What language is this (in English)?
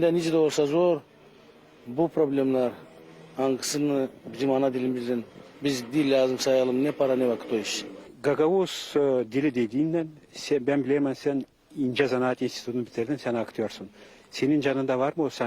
Gagauz